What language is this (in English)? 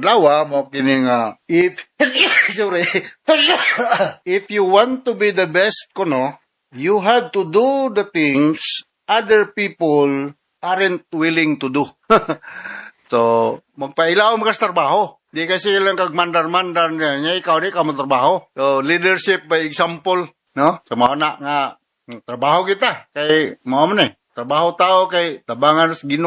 Cebuano